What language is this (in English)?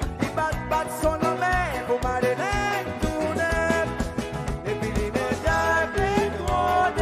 Seselwa Creole French